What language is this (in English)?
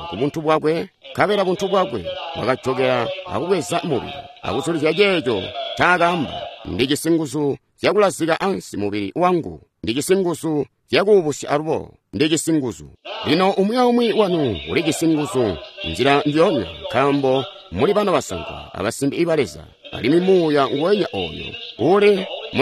Tonga (Zambia)